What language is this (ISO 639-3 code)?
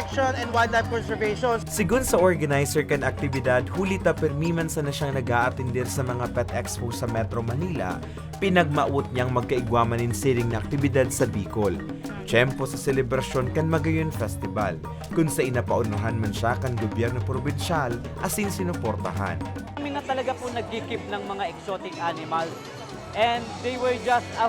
bik